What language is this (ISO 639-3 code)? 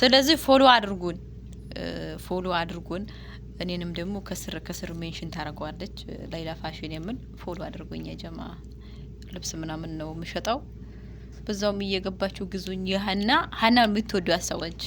amh